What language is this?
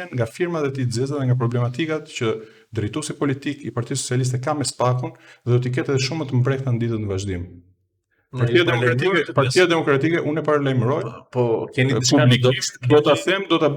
Albanian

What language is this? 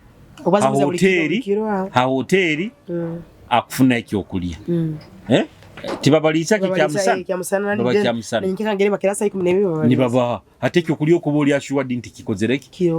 Nyoro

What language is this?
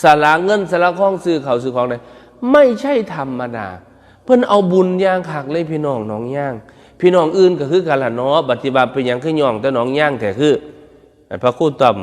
Northeastern Thai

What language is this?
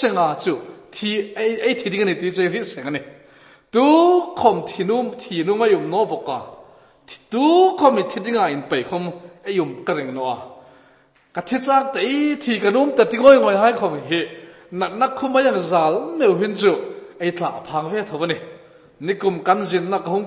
Hmar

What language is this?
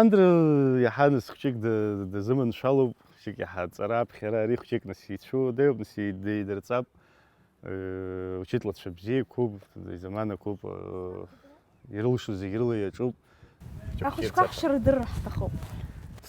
Abkhazian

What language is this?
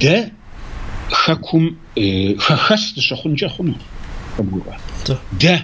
Kabardian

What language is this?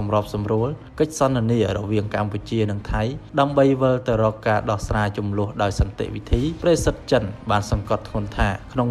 Khmer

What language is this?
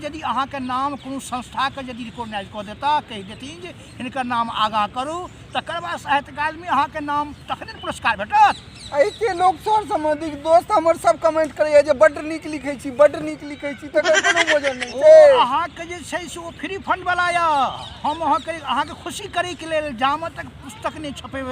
Maithili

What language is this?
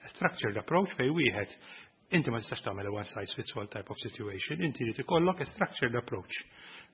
Maltese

